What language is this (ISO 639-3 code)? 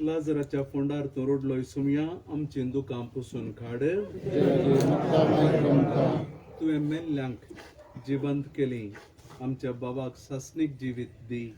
kok